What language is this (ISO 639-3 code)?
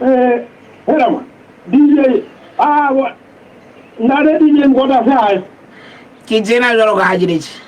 sot